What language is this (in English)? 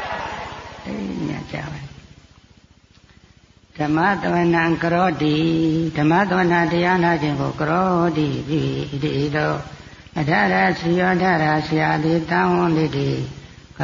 Burmese